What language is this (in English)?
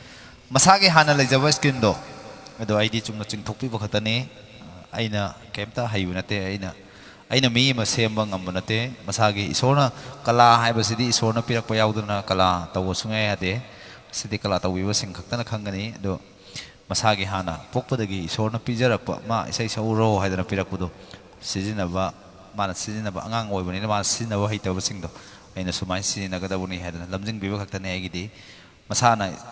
Manipuri